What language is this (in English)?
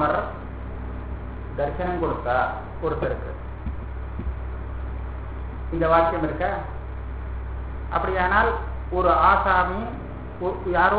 Tamil